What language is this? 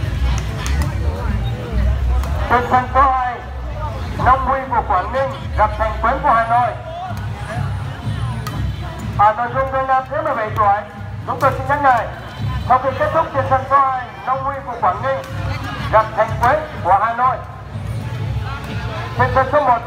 Vietnamese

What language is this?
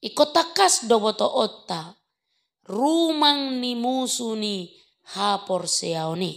Batak Toba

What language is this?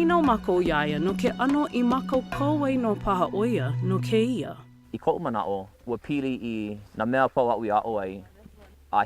Hawaiian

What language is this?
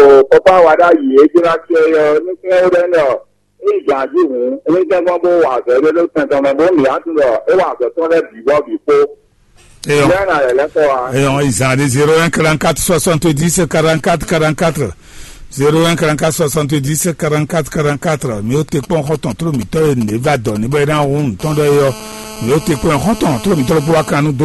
Fon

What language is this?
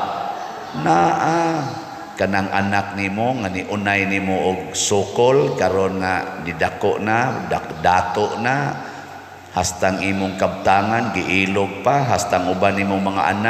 Cebuano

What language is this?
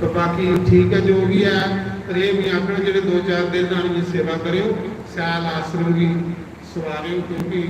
Dogri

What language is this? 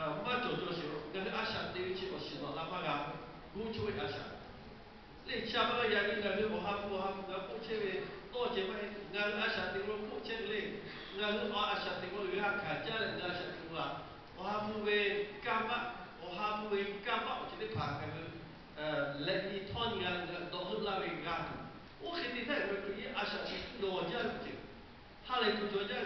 Lahu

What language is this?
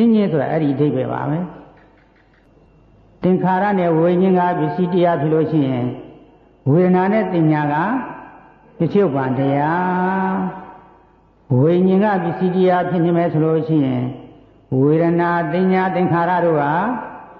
Burmese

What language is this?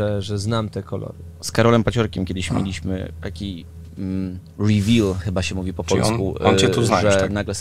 Polish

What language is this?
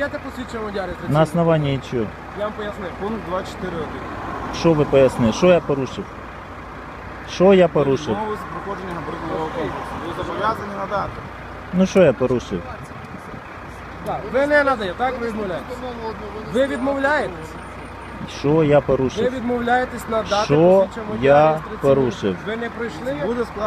Ukrainian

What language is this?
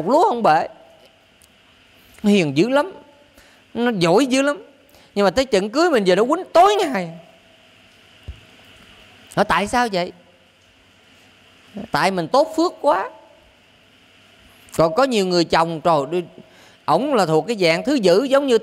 Vietnamese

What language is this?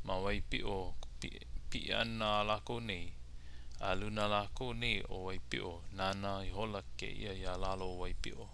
Hawaiian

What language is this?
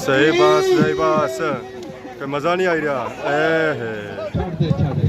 Pahari-Potwari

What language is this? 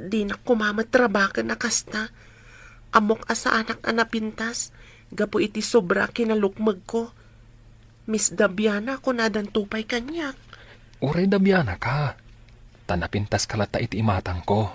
Iloko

